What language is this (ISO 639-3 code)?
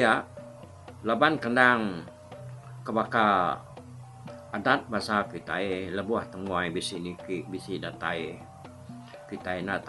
iba